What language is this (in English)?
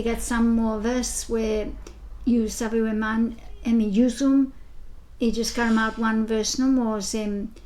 Bislama